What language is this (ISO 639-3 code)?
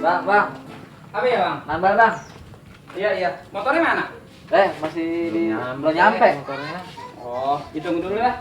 bew